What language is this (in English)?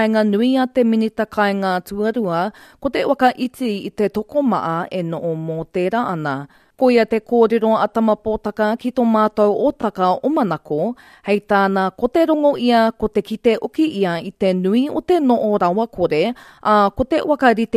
Māori